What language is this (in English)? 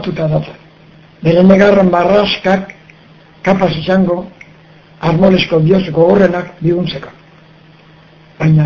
Basque